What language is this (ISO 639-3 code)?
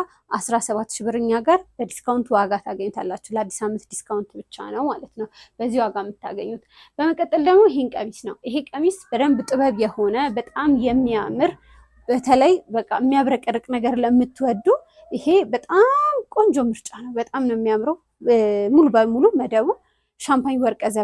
amh